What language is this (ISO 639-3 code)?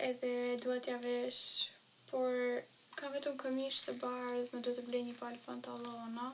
sqi